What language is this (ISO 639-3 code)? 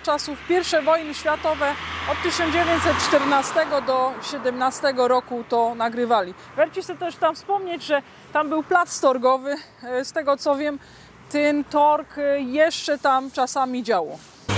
szl